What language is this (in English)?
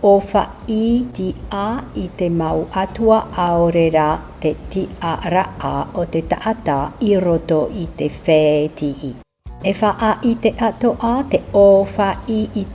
Tahitian